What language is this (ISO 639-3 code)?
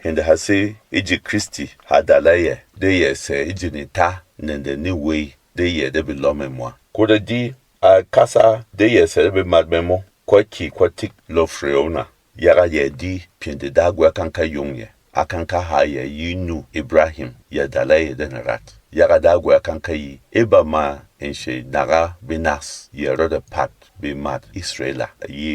bom